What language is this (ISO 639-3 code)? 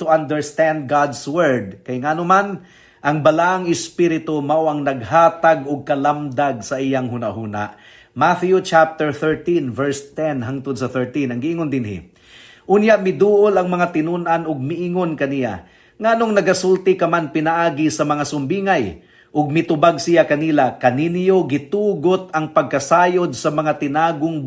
ceb